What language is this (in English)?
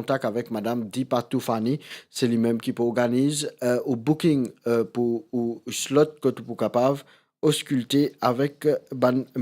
Morisyen